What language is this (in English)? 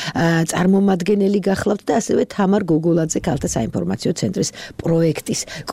Georgian